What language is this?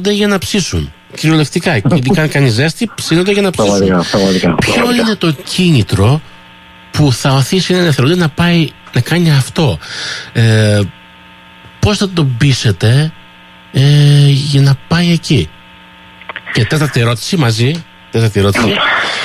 Greek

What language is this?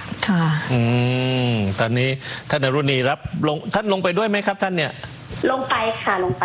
Thai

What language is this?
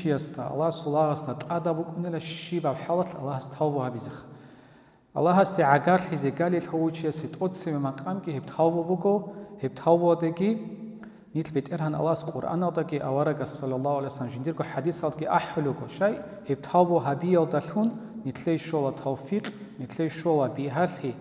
Avaric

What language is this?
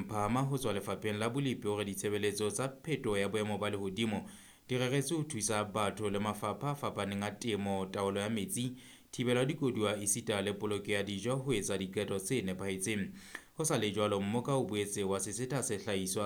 Southern Sotho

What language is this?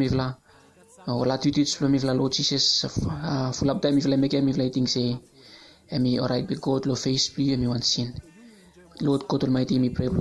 Bislama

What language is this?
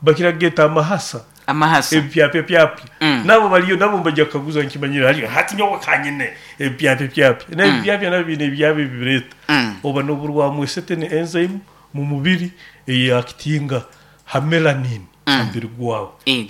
Nyoro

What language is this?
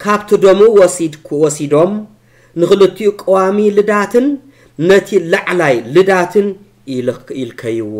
Tigrinya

